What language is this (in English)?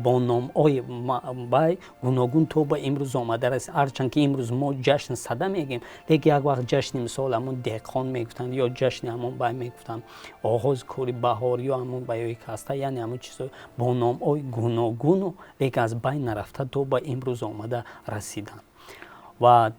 Tajik